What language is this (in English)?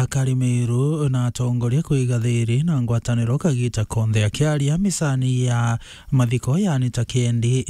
Meru